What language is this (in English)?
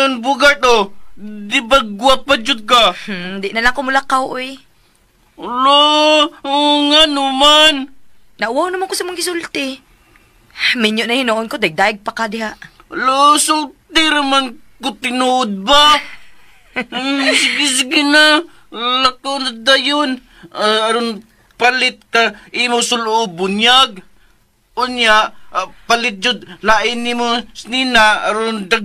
Cebuano